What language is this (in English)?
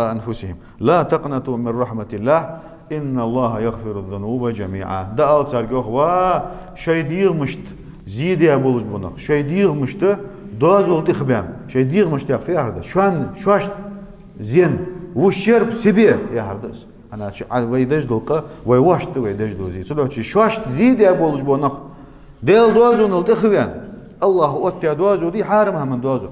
Ingush